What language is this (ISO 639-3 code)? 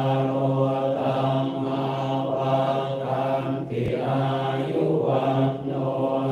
pli